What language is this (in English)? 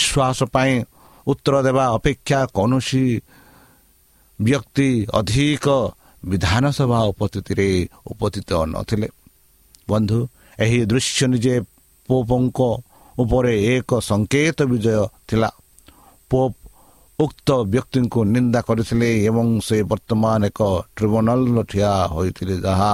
Odia